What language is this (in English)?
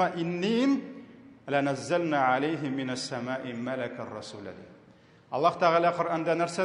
Tatar